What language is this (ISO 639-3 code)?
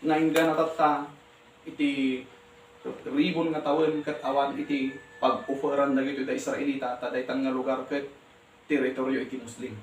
ilo